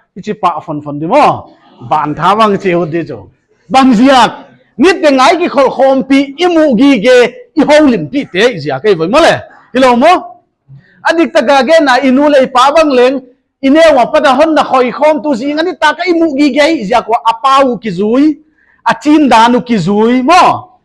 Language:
Paite Chin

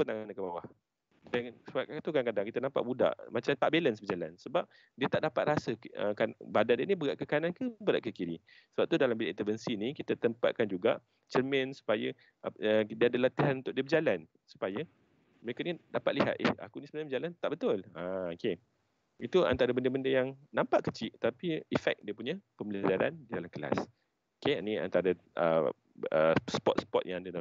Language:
Malay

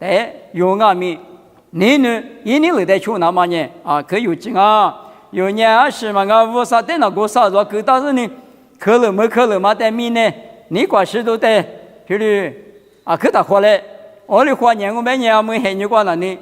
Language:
Lisu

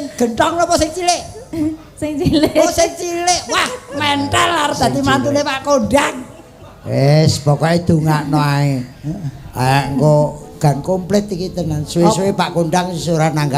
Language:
Javanese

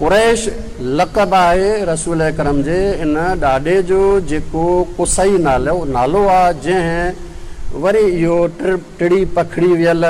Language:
Sindhi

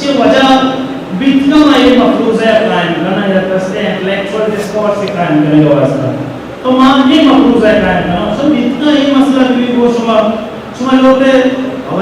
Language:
Eastern Balochi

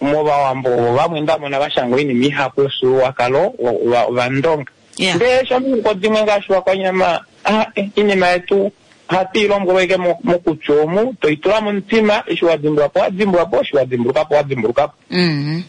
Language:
Kuanyama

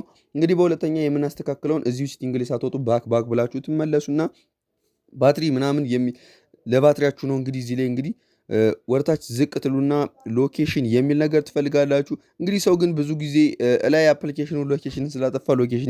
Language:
Amharic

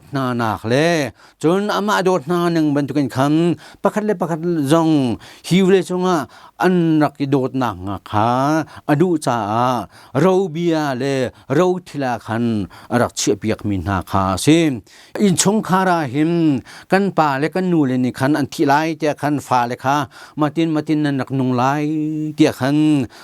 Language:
Hakha Chin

